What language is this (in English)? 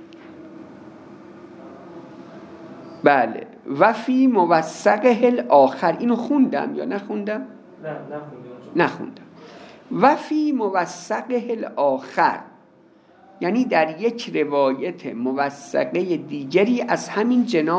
Persian